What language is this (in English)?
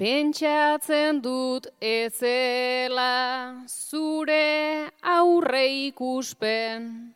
Basque